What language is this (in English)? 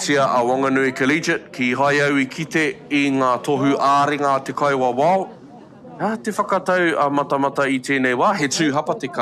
Māori